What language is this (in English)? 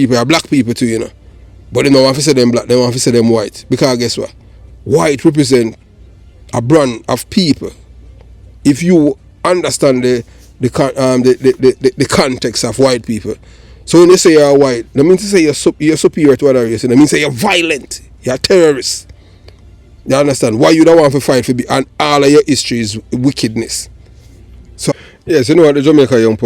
Jamaican Creole English